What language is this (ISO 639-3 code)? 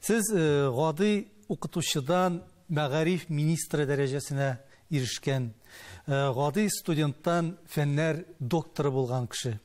tat